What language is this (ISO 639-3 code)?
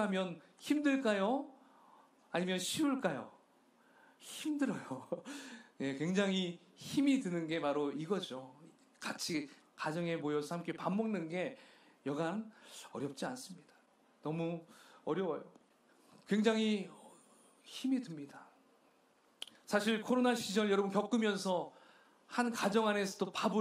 kor